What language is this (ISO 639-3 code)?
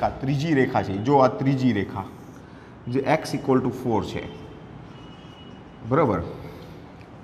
guj